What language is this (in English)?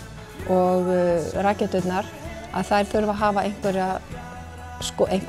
Icelandic